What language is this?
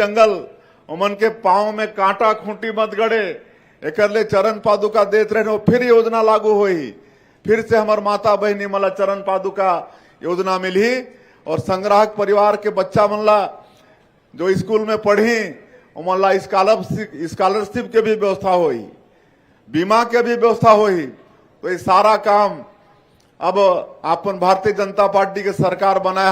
Chhattisgarhi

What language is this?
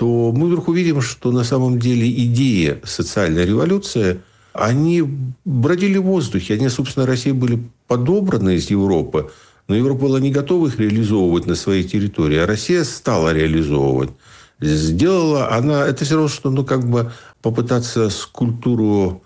Russian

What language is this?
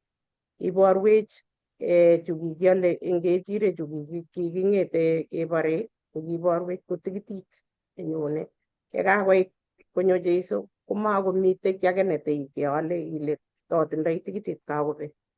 Kalenjin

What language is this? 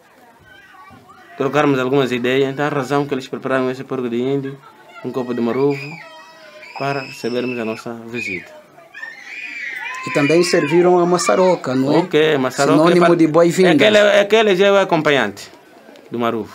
Portuguese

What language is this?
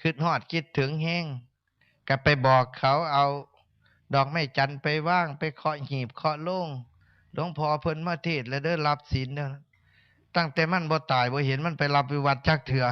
Northeastern Thai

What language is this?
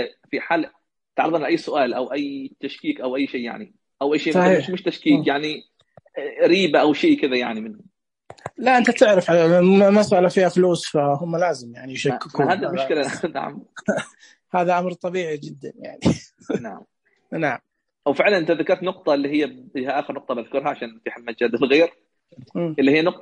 Najdi Arabic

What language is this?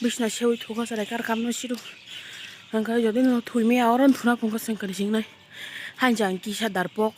Kok Borok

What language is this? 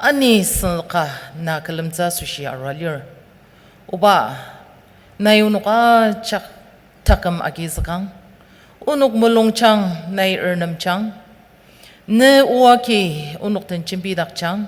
Ao Naga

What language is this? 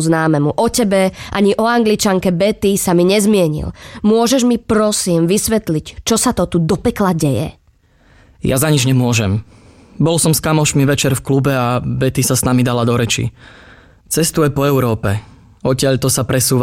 Slovak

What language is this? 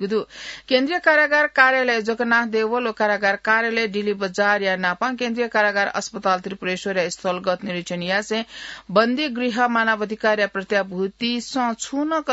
Newari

